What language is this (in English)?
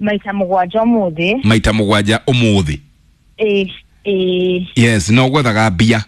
Kikuyu